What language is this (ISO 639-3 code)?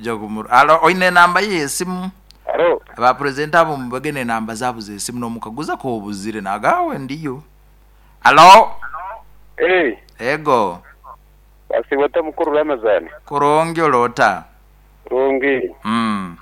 nyo